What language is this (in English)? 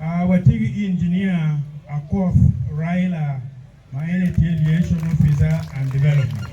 Acoli